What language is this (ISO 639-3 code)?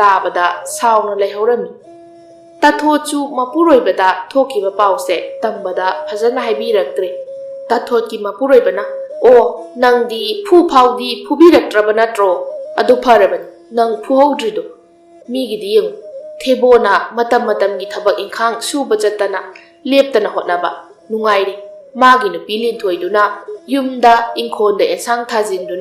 mni